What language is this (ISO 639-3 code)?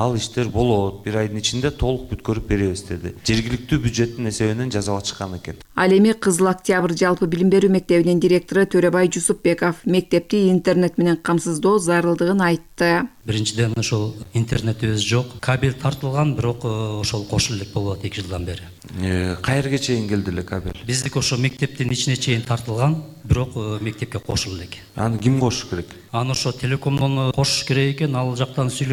kir